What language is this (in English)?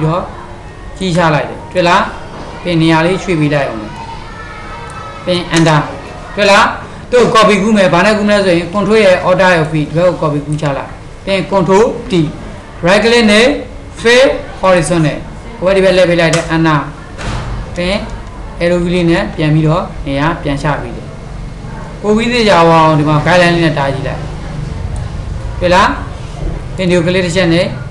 Burmese